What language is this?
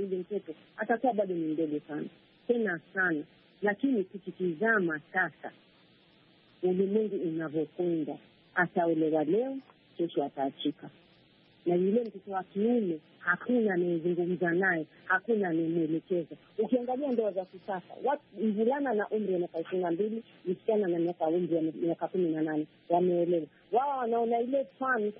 Swahili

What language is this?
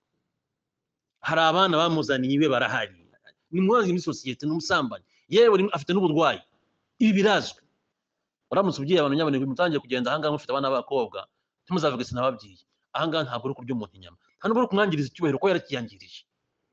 Kinyarwanda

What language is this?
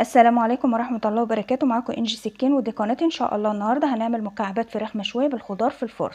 Egyptian Arabic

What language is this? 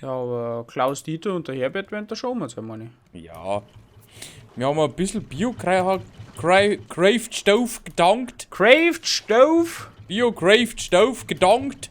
Bavarian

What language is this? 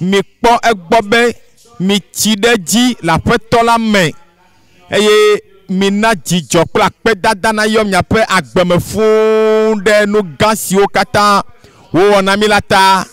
Ewe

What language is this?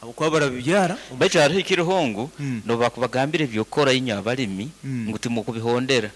Nyankole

